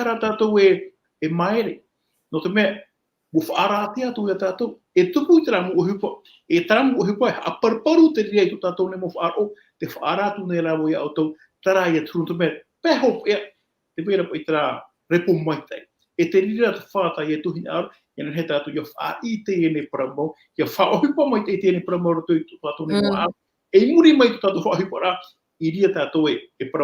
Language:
Tahitian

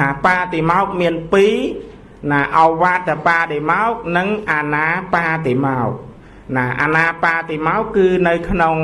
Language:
Khmer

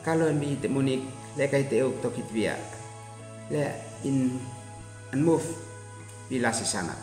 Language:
Uab Meto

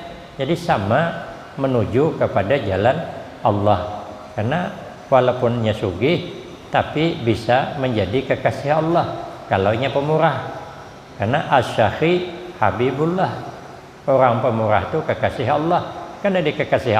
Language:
Banjar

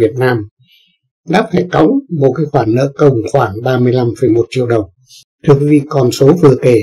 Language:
Vietnamese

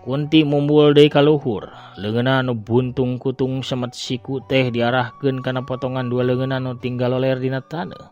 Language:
Sundanese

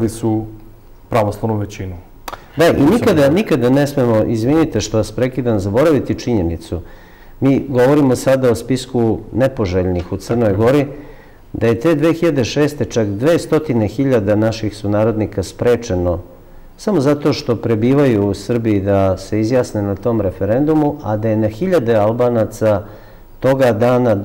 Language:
Serbian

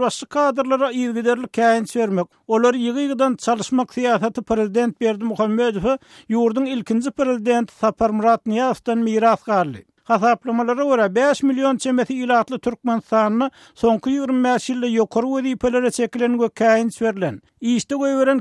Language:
Turkmen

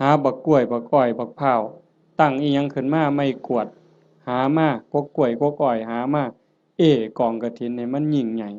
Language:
Northeastern Thai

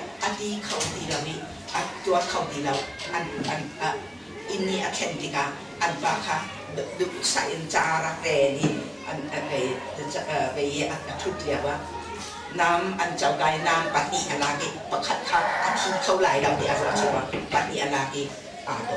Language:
Hakha Chin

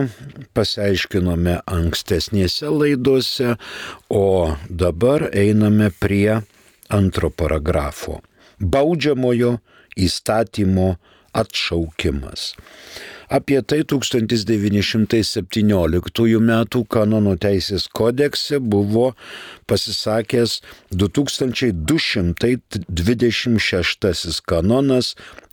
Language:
Lithuanian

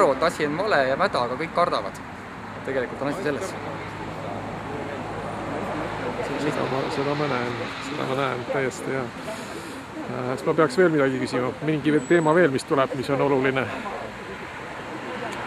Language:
Estonian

